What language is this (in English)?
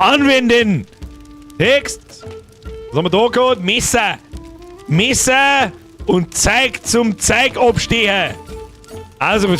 Bavarian